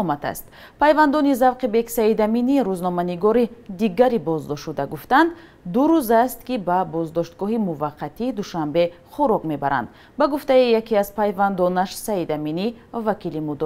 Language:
Tajik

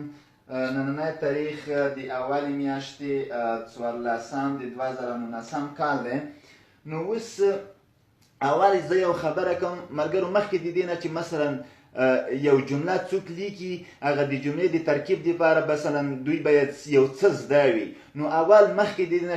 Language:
Pashto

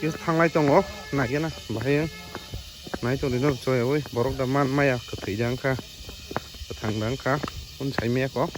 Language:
Kok Borok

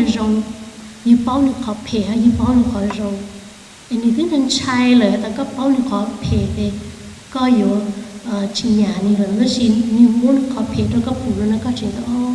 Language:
Hmong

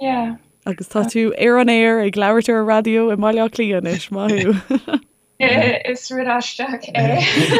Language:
Irish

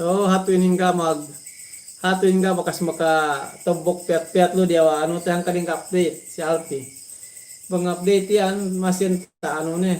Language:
Yakan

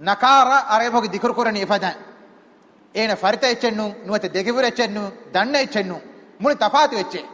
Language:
Divehi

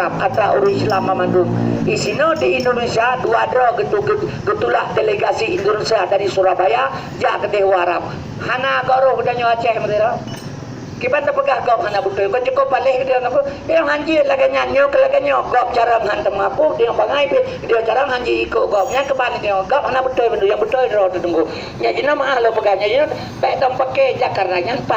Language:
Achinese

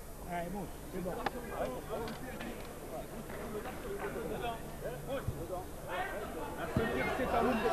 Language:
French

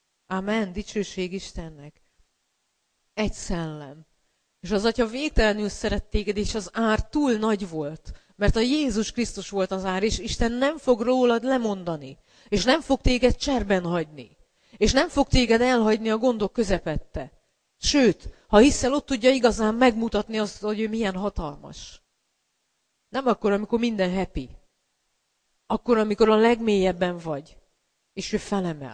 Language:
Hungarian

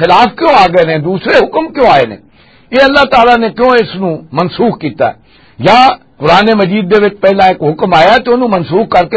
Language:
Western Panjabi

